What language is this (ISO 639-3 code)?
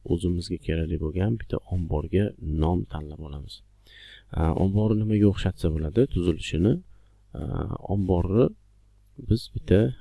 uzb